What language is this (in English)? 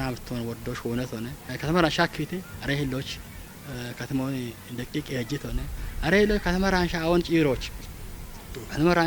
Kafa